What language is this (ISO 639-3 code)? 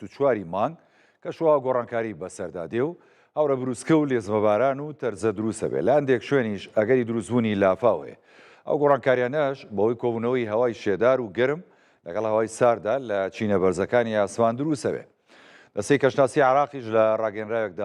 ckb